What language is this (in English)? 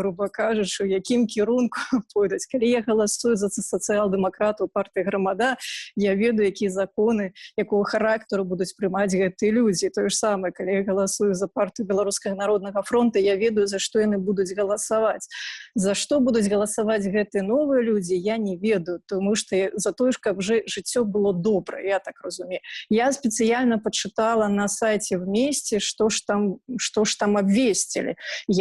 Belarusian